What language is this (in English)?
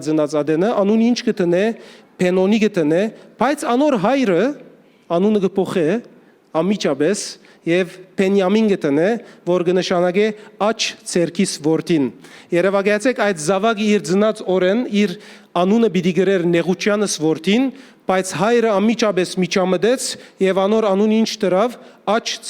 Western Armenian